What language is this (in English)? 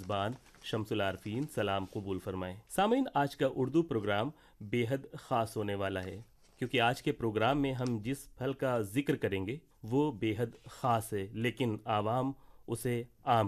Urdu